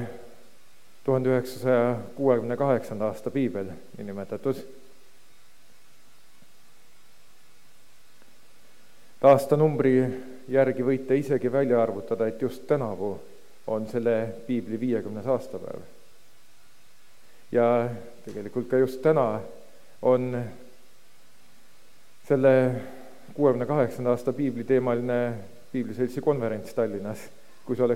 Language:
Estonian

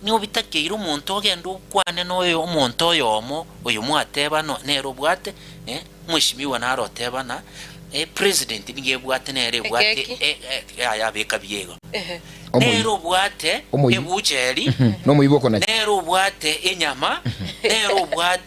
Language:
Gusii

